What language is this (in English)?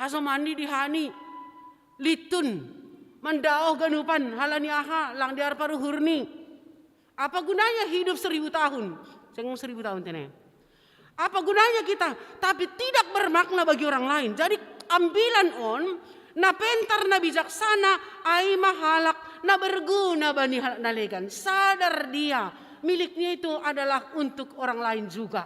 Batak Simalungun